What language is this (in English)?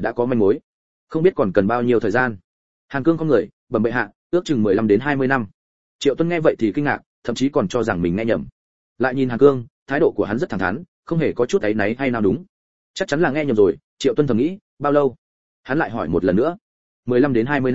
Vietnamese